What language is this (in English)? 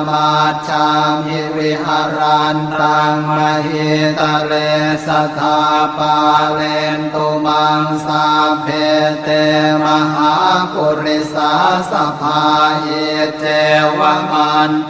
Pali